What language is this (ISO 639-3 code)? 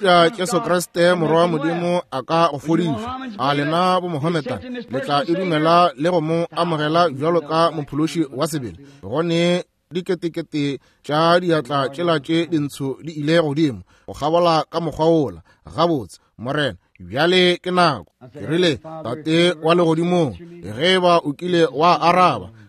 nso